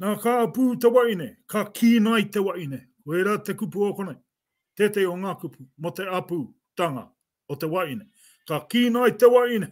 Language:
Māori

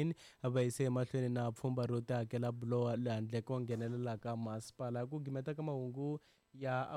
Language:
Tsonga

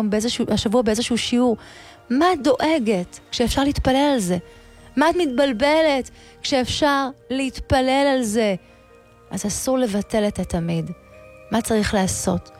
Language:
Hebrew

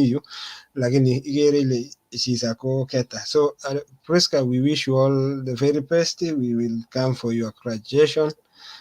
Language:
Kalenjin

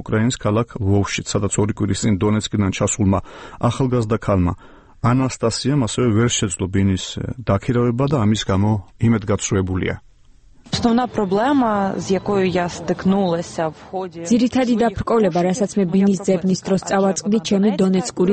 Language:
Georgian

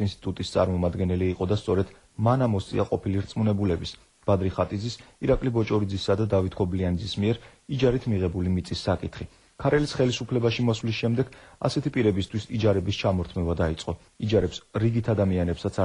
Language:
Georgian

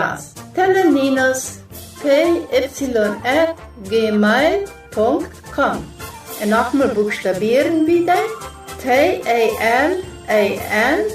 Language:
Plautdietsch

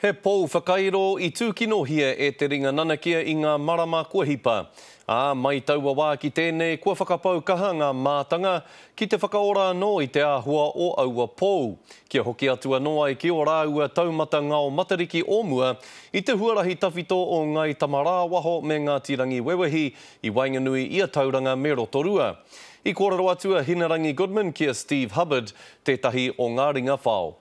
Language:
Māori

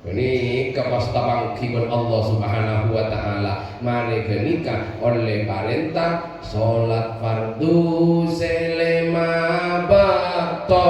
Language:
Madurese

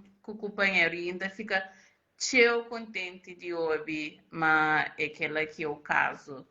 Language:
Kabuverdianu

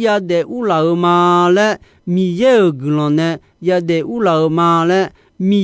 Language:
Akha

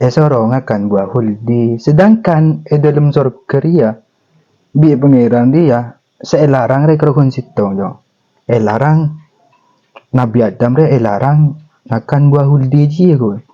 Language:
Madurese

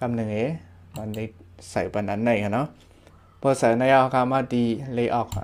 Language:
Shan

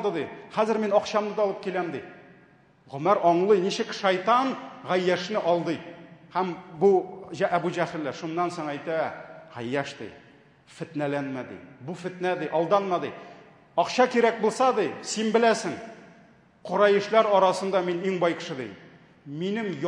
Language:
Tatar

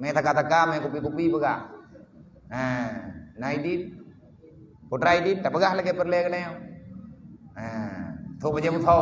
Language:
Achinese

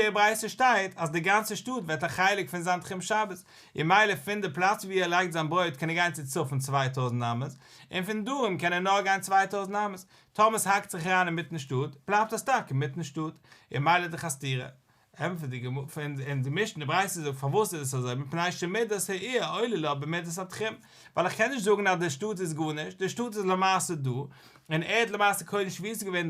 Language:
Yiddish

